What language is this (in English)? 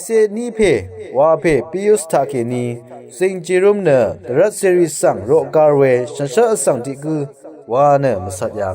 Rawang